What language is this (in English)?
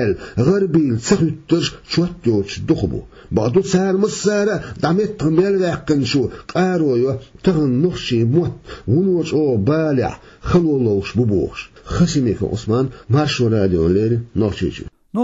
Chechen